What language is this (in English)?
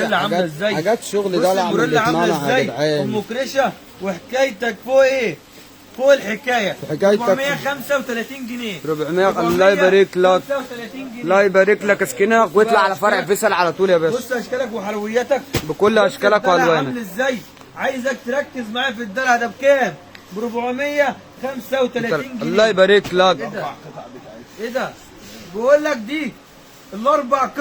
Egyptian Arabic